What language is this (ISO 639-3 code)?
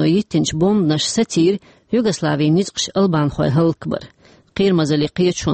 che